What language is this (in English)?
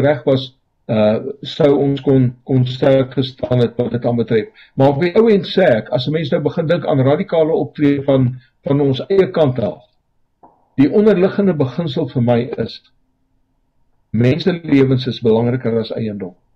Afrikaans